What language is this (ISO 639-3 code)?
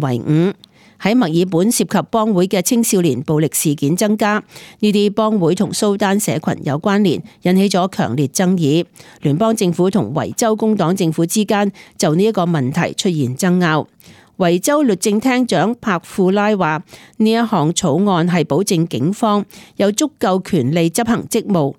yue